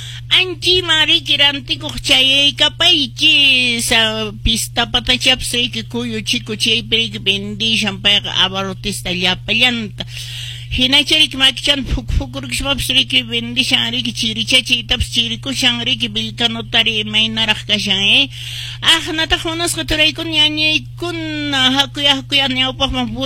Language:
Quechua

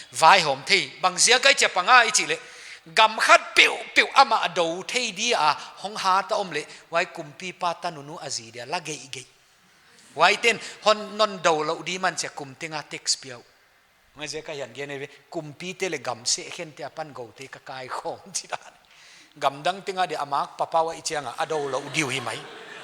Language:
Paite Chin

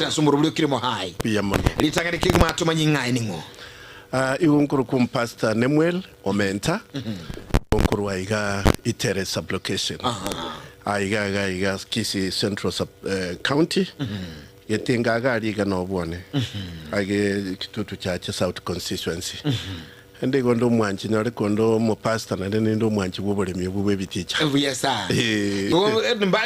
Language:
Gusii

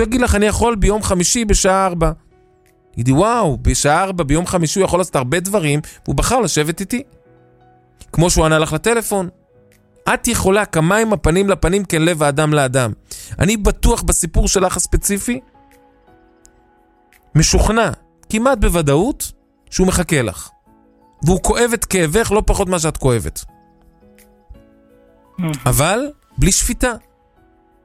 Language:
Hebrew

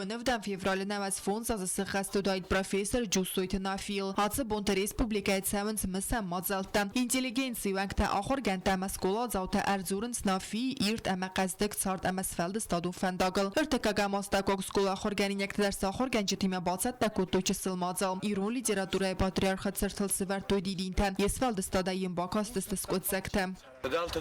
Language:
Ossetic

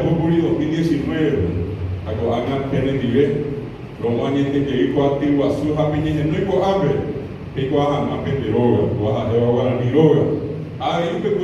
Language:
Guarani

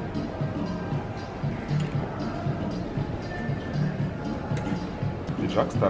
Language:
Russian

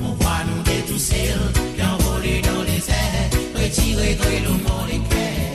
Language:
Morisyen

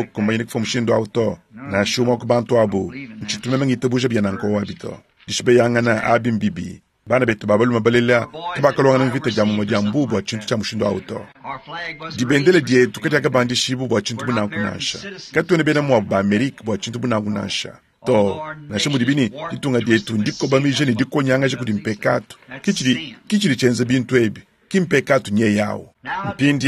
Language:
Luba-Lulua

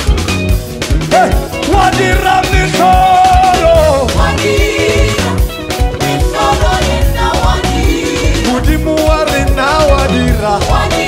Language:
Swahili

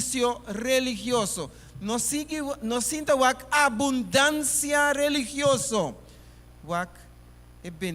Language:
Papiamento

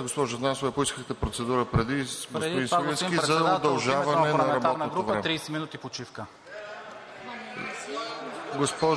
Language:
Bulgarian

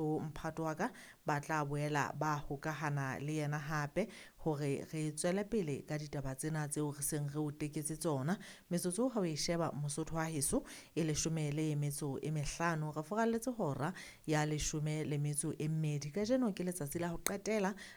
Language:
Southern Sotho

